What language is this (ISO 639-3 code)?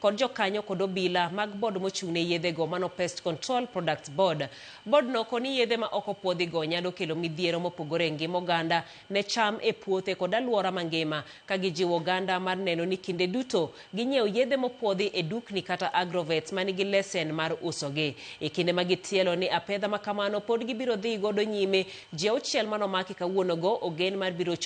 luo